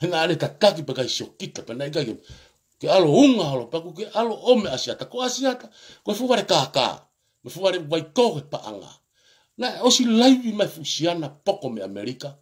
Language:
Tongan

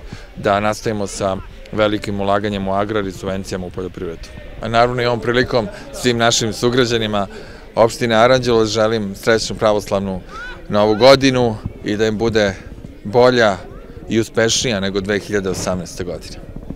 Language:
Serbian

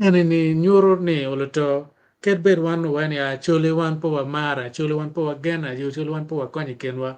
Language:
Acoli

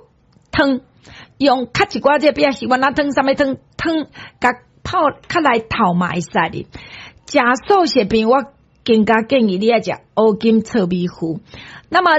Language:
Min Nan Chinese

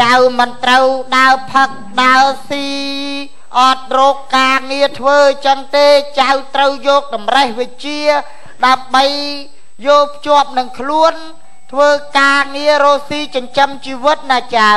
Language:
Khmer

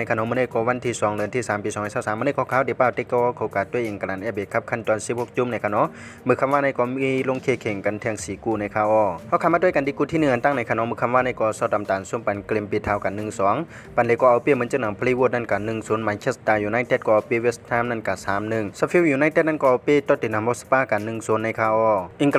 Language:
Shan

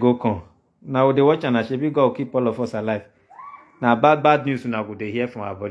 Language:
Nigerian Pidgin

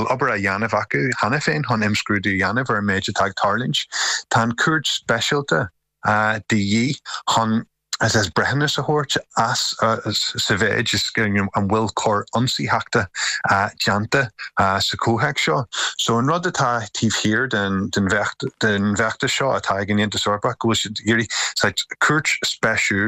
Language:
Irish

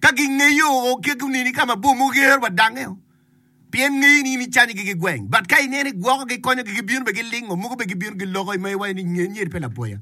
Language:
Acoli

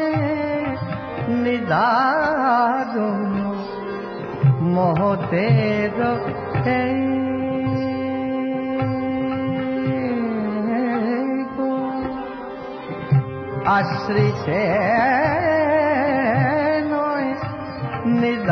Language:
Bangla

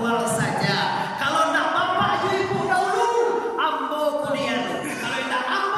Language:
Minangkabau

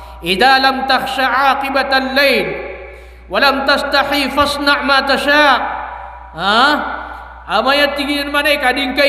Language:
Maranao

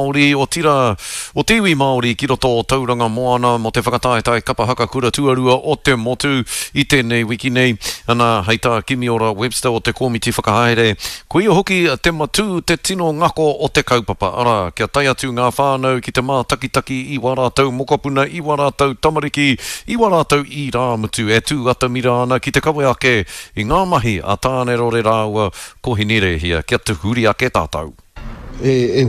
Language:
Māori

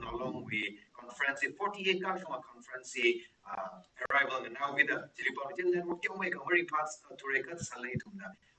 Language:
Tangkhul Naga (India)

